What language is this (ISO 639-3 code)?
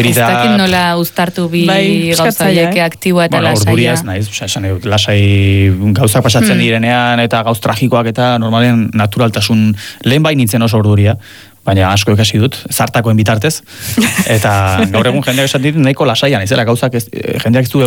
eus